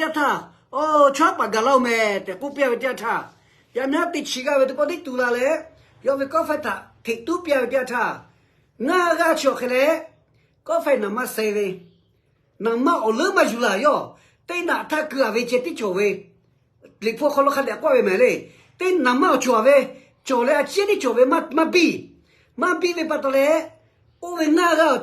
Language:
Lahu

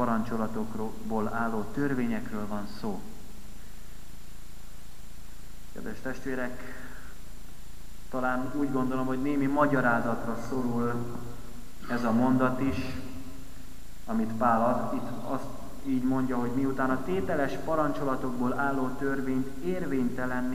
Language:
Hungarian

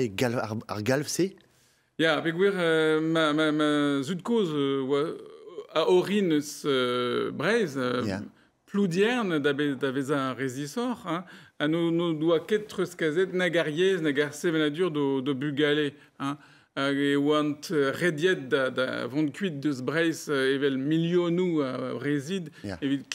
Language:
Breton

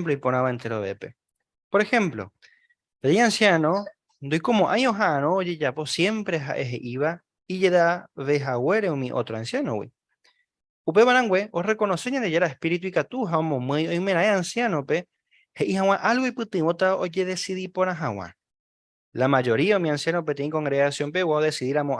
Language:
Guarani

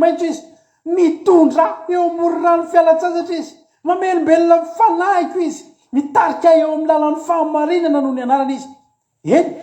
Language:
Malagasy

